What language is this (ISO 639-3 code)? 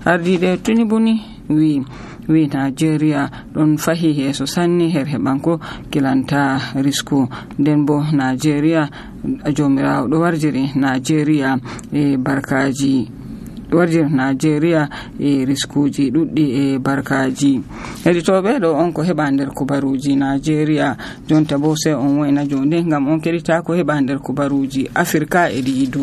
fuv